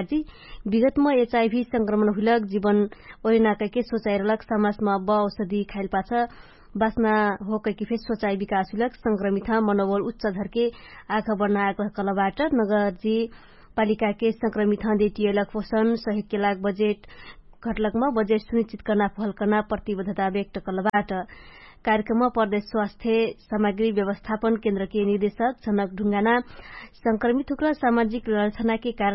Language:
Dangaura Tharu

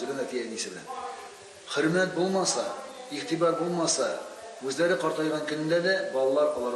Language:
Tatar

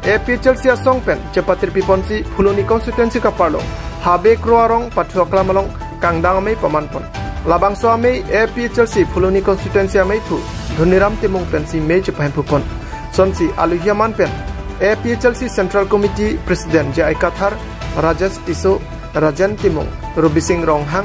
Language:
Karbi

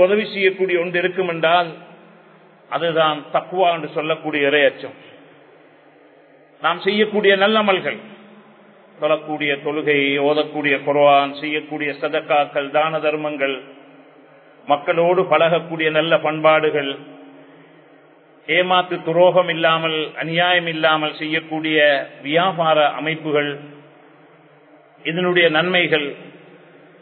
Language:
Tamil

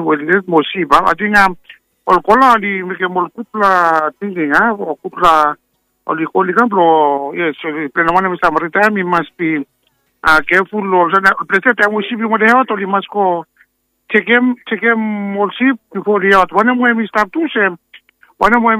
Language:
Bislama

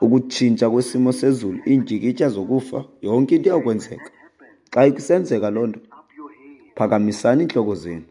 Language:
Xhosa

